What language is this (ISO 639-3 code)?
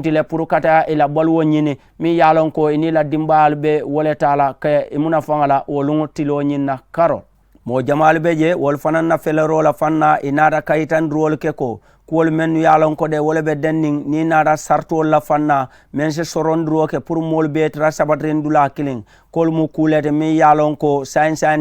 man